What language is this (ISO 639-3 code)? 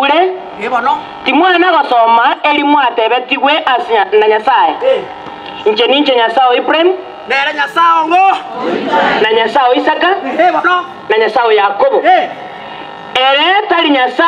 guz